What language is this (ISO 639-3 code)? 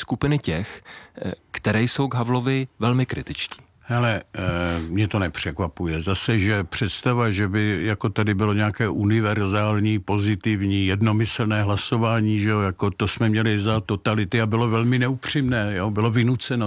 ces